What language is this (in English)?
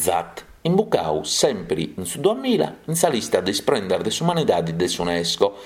Sardinian